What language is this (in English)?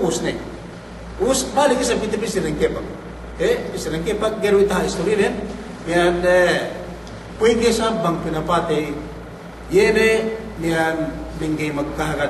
Yakan